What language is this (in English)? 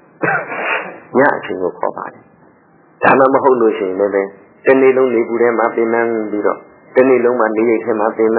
Burmese